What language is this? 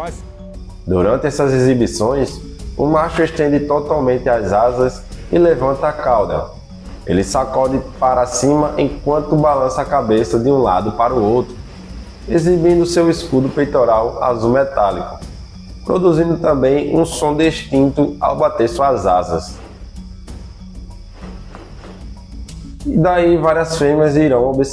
Portuguese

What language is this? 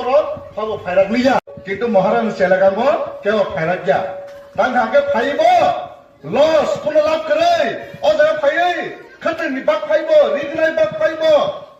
Kok Borok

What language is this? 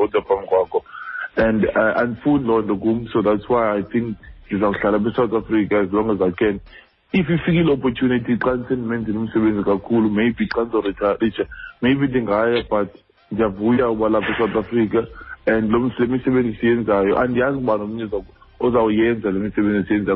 Xhosa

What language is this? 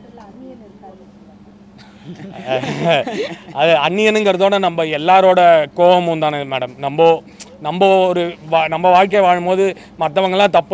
Tamil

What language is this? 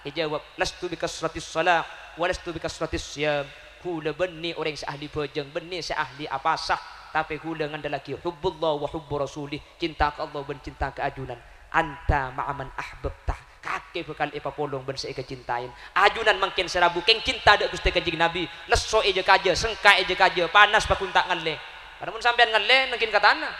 Madurese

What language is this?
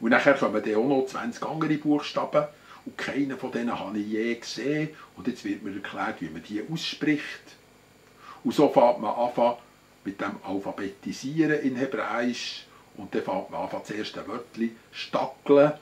Swiss German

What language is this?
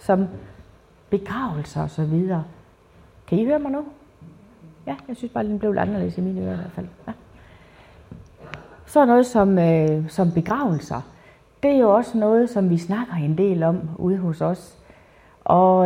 Danish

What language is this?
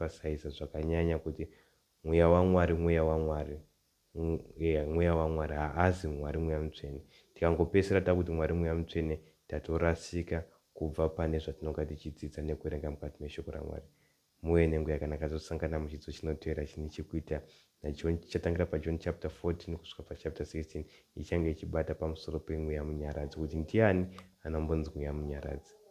Shona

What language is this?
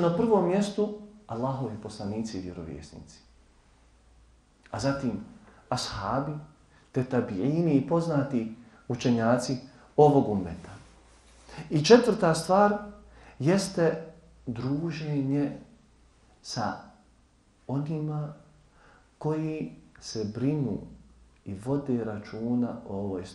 Bosnian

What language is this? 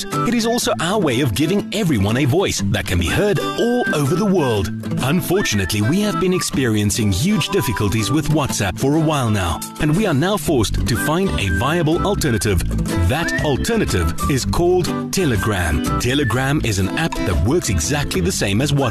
English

